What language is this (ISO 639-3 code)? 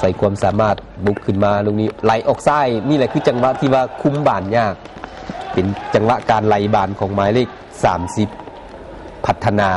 lao